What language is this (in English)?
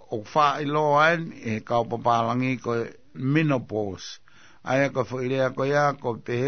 Tongan